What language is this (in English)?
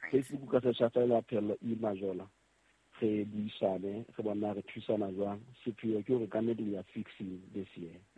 Southern Sotho